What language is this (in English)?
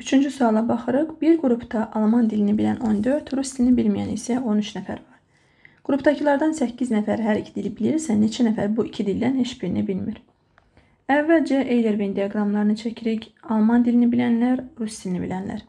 Azerbaijani